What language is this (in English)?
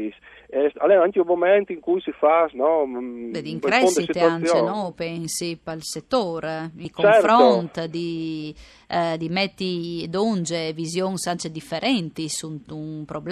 Friulian